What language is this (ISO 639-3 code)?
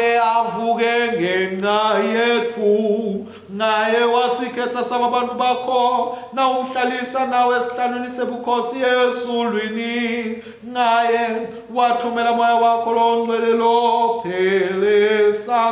ssw